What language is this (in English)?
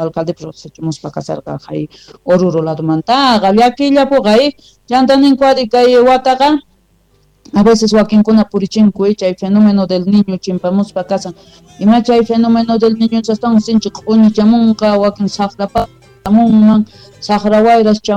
South Bolivian Quechua